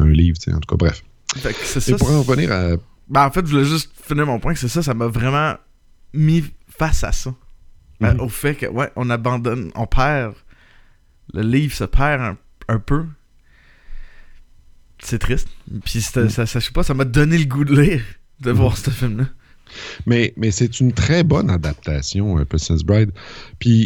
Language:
French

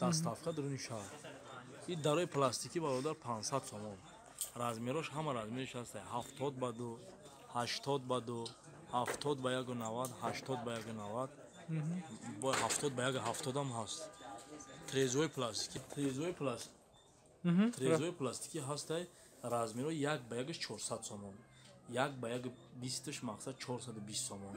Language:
Tajik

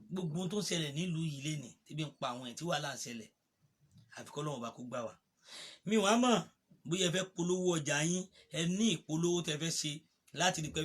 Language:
Yoruba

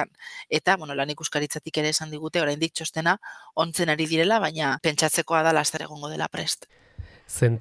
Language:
Basque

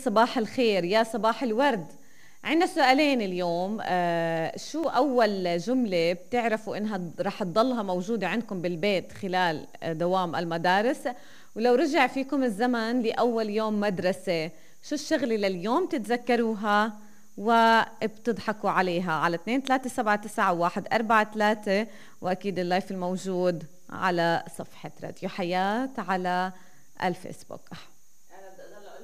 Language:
South Levantine Arabic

